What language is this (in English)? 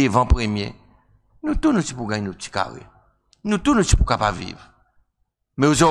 Seselwa Creole French